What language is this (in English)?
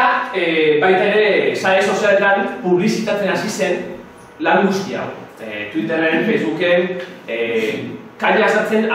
Basque